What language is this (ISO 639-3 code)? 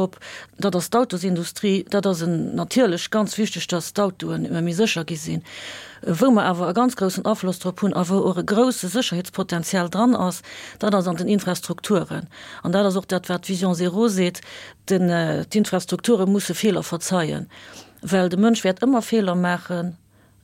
ltz